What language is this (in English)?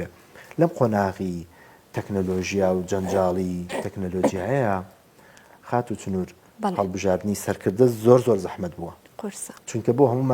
Central Kurdish